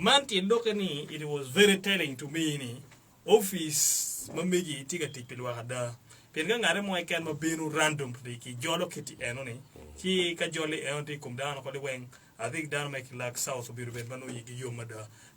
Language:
Acoli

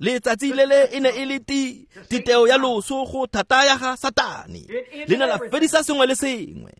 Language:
Tswana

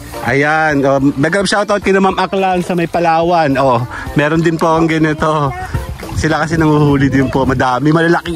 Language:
Filipino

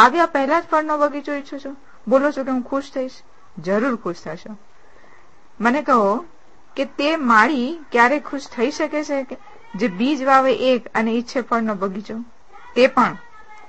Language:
Gujarati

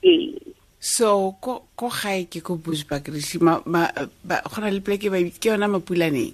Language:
Tswana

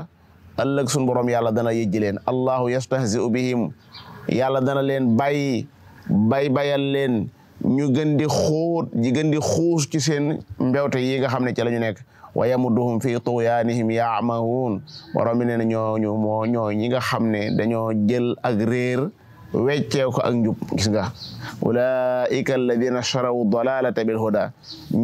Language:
Wolof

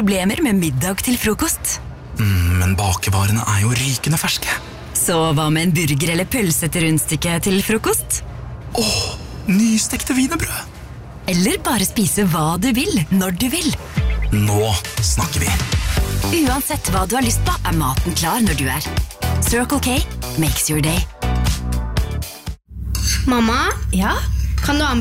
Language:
Norwegian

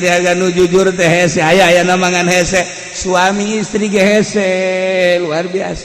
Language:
Sundanese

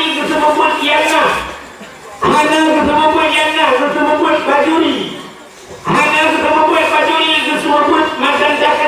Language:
Achinese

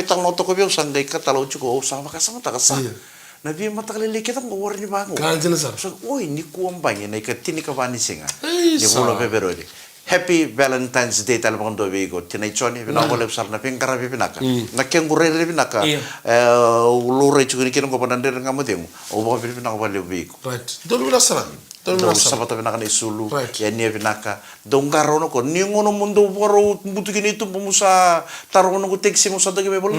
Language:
Fijian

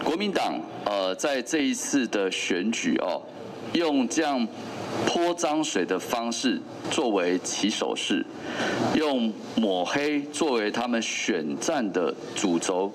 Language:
Chinese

